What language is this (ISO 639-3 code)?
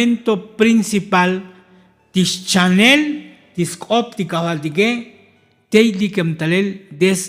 tzo